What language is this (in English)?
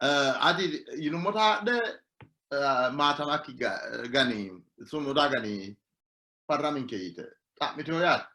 Sidamo